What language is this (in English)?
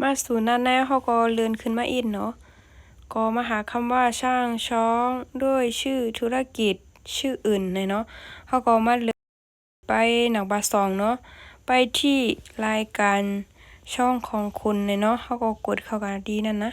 Shan